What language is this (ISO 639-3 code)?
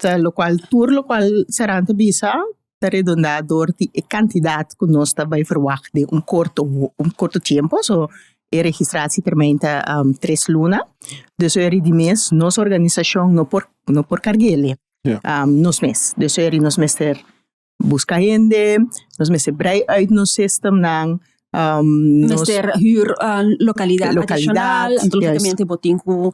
pap